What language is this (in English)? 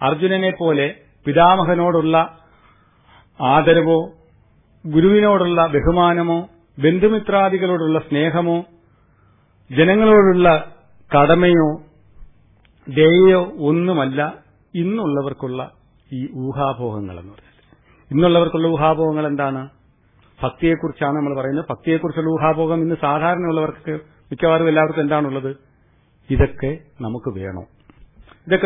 Malayalam